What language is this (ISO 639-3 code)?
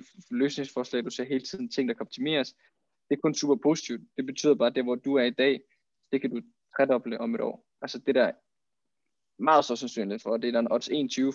dan